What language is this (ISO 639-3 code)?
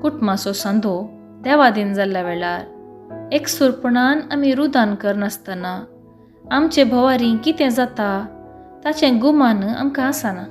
kok